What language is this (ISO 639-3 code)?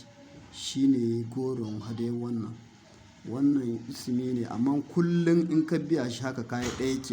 hau